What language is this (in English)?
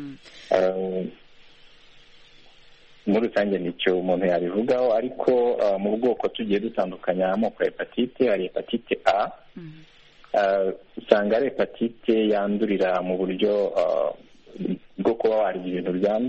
Kinyarwanda